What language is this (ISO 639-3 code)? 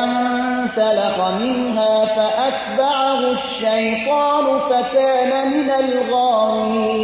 fas